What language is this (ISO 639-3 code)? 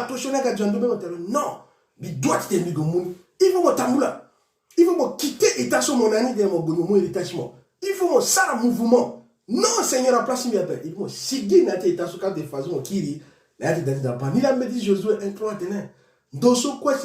sag